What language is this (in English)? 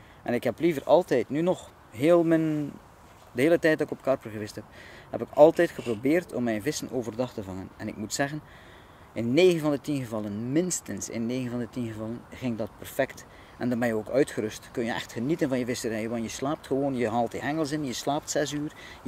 Dutch